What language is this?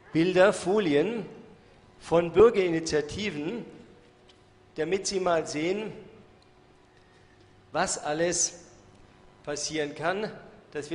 German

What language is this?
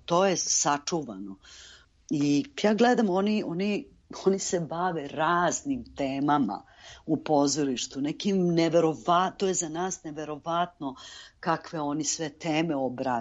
Serbian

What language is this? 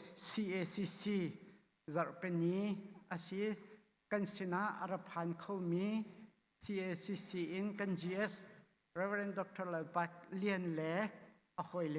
Hakha Chin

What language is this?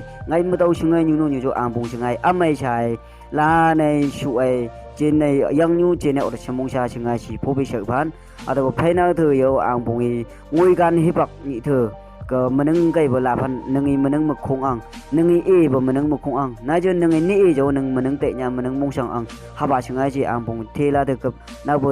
Phom Naga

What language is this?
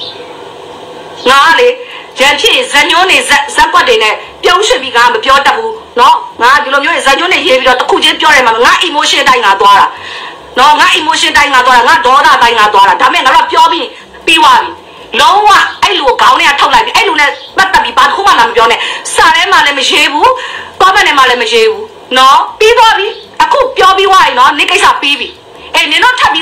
Burmese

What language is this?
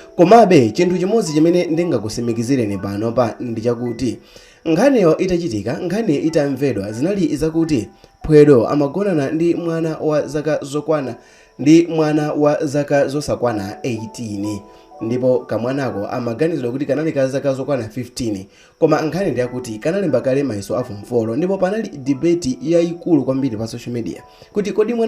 Nyanja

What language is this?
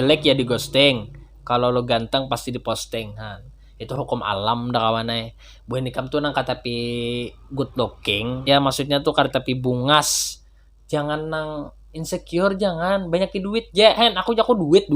Banjar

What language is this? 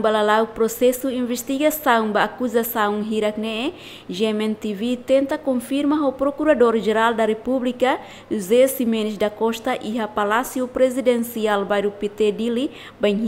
Tetum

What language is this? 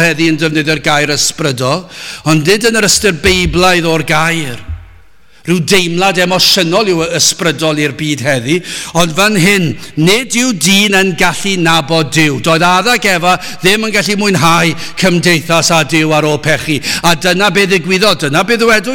Welsh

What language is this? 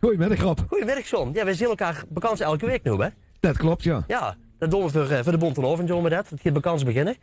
Limburgish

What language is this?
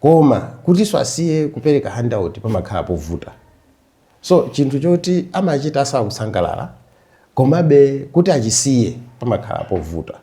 Nyanja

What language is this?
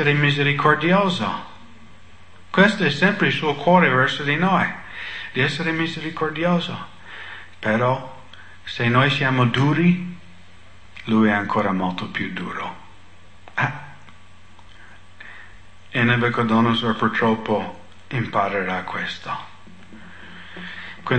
Italian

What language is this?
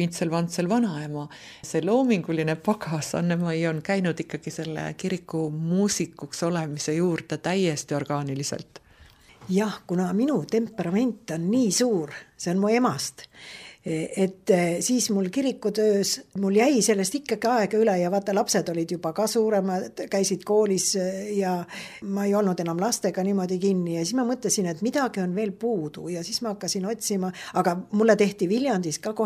Estonian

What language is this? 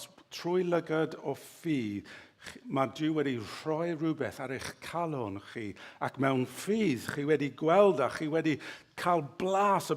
Welsh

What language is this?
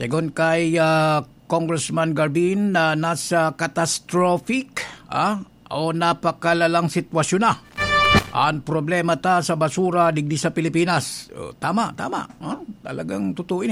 Bikol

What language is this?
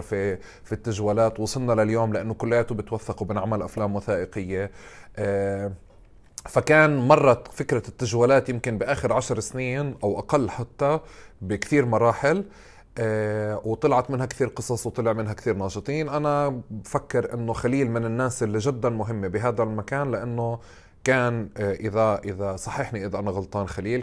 North Levantine Arabic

